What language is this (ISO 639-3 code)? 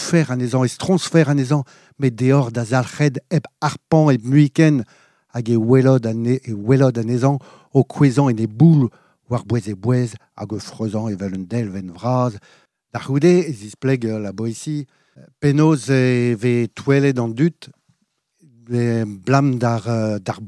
bre